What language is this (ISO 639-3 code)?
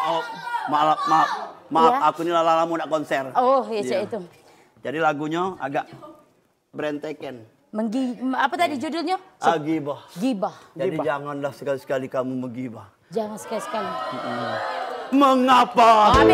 mui